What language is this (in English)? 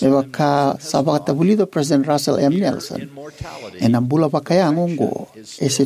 Fijian